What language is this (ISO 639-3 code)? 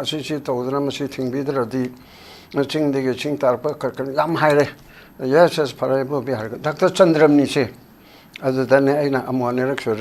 mni